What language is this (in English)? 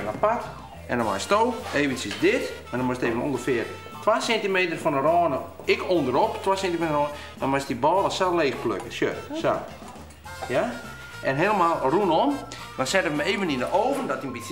Western Frisian